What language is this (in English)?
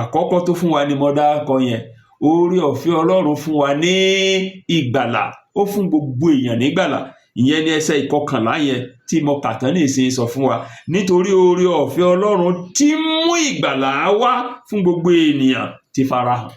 Yoruba